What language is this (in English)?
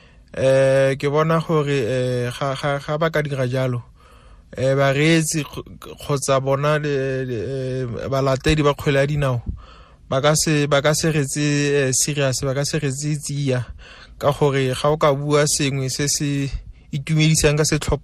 Tswana